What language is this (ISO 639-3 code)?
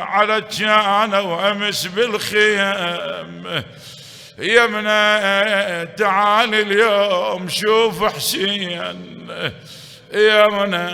acm